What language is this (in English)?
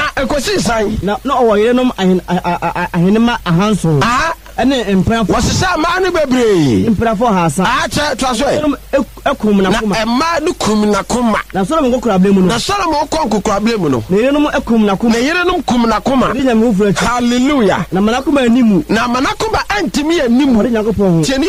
Akan